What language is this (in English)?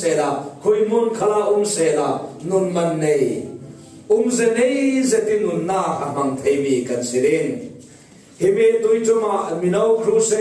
Falam Chin